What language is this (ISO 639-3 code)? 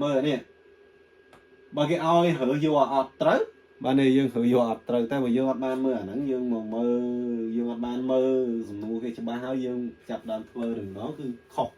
khm